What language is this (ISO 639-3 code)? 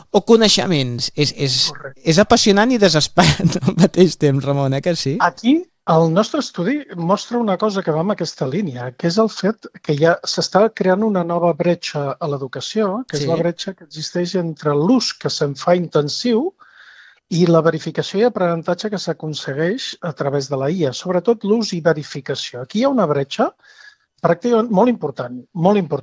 cat